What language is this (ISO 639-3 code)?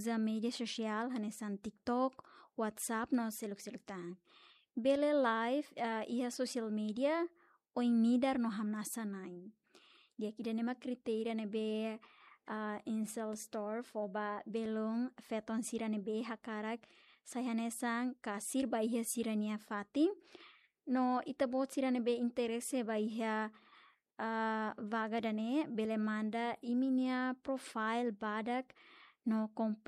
tet